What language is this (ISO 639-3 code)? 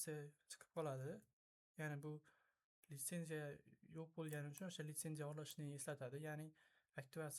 uzb